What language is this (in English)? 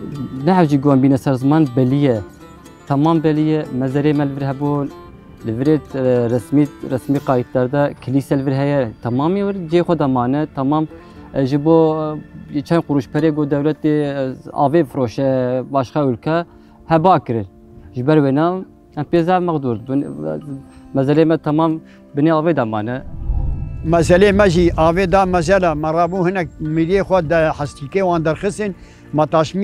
Kurdish